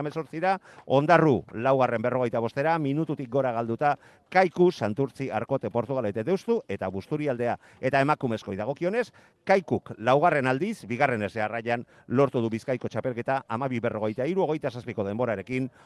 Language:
Basque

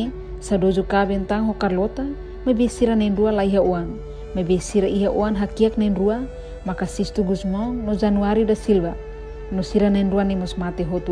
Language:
Tetum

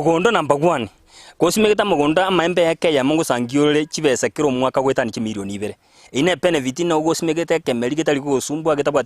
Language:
Gusii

